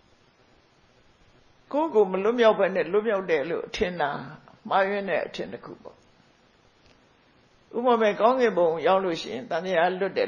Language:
Burmese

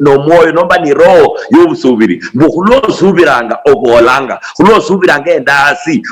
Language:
Luyia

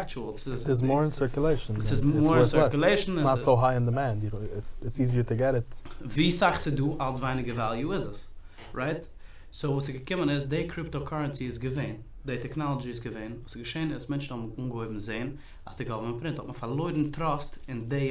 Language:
Yiddish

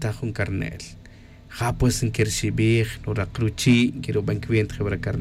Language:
Tz'utujil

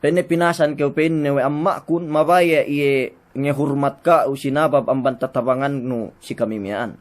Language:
Yakan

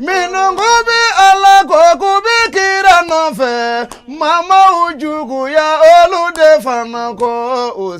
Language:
Bambara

